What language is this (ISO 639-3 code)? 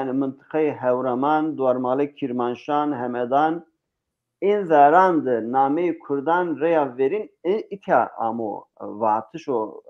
zza